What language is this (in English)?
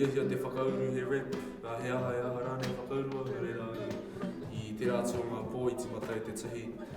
Māori